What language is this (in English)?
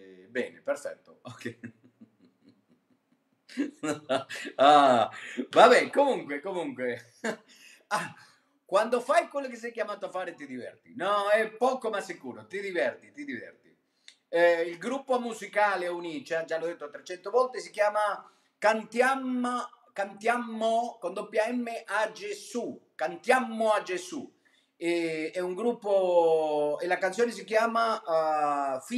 Italian